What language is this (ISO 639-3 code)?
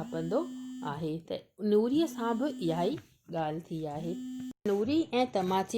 snd